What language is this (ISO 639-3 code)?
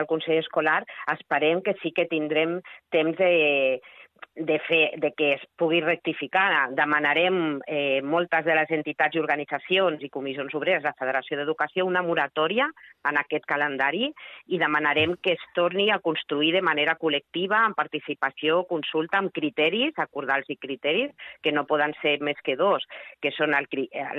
cat